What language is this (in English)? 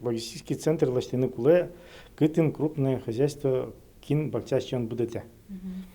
Udmurt